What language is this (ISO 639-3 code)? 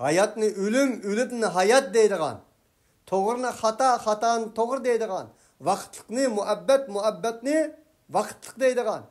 uig